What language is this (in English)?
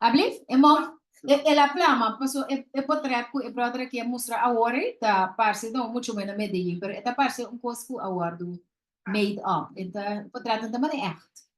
Papiamento